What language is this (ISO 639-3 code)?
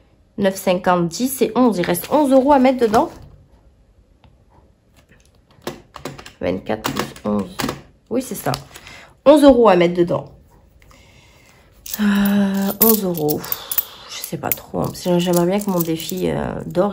fra